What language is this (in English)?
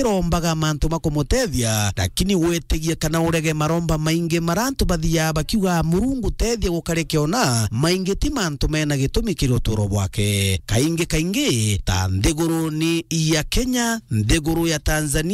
Meru